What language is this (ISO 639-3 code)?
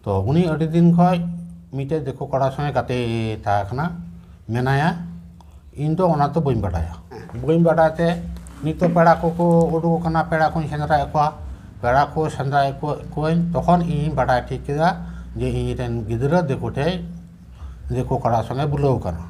sat